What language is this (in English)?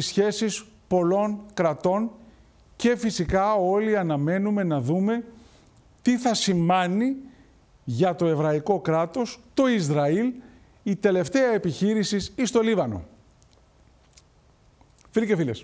Greek